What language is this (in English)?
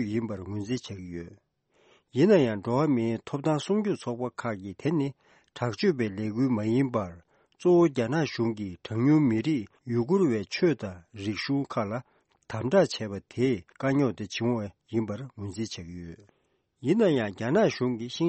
Tibetan